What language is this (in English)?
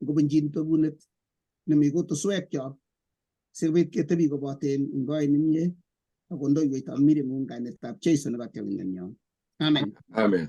Kalenjin